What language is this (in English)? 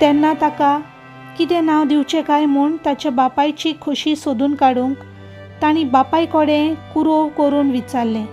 Konkani